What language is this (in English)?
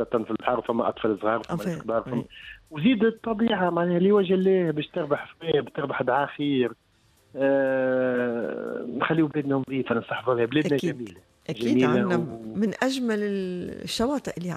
Tunisian Arabic